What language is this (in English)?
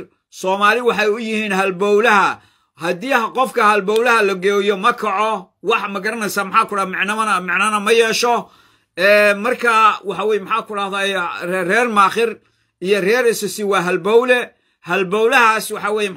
Somali